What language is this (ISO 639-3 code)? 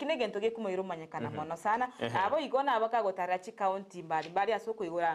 guz